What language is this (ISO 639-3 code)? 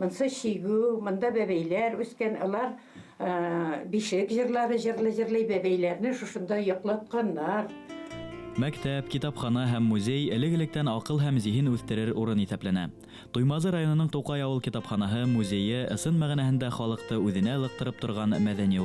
bak